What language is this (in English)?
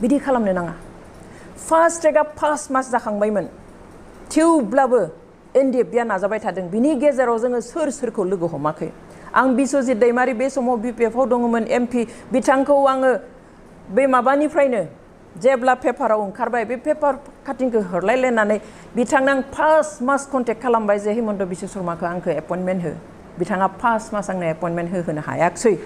Bodo